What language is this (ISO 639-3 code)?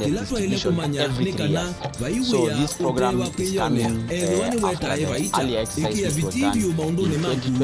kam